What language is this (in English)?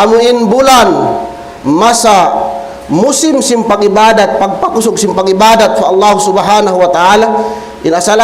Tausug